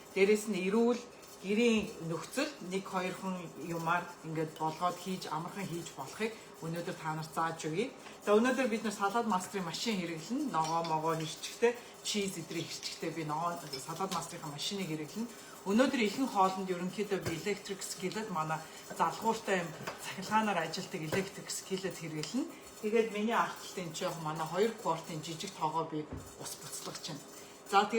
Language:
Mongolian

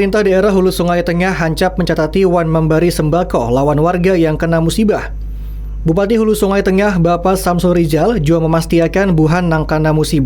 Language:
Banjar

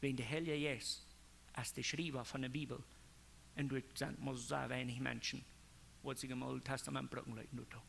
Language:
Plautdietsch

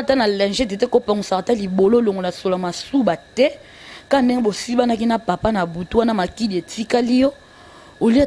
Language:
Lingala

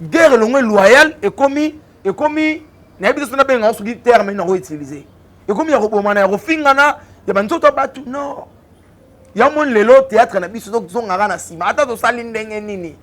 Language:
Lingala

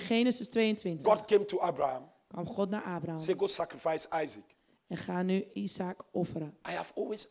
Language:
Dutch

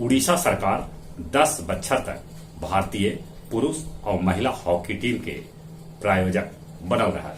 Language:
Magahi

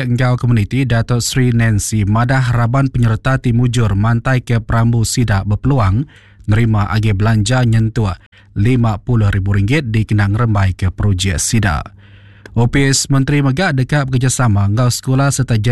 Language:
Iban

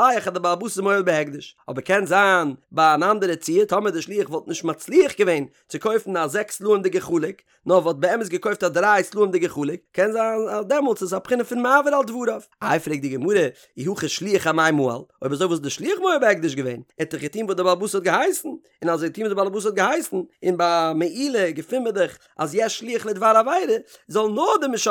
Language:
Yiddish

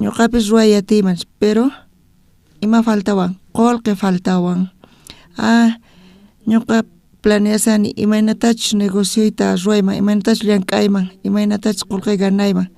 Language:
South Bolivian Quechua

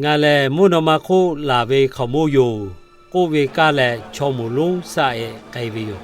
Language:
Lahu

